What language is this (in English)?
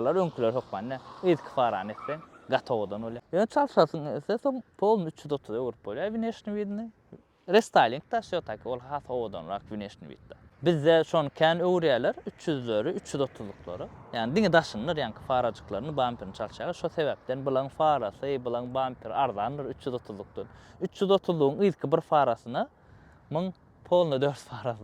Turkmen